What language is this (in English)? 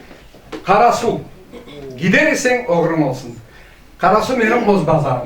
Crimean Tatar